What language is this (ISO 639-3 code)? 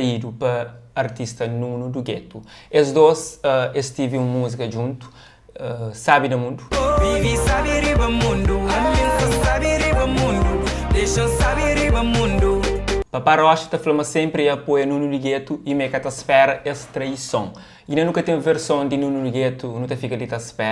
kea